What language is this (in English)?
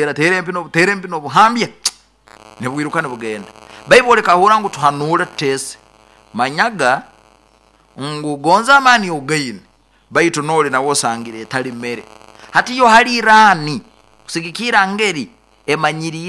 Nyoro